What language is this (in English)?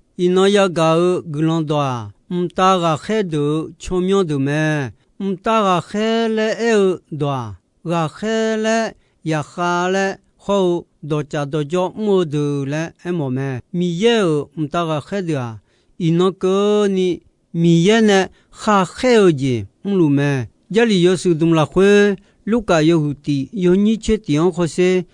Akha